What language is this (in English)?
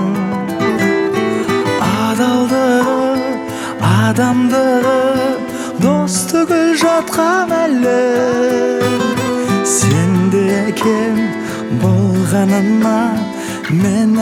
Kazakh